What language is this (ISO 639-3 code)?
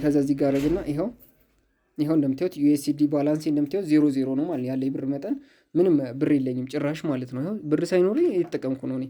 amh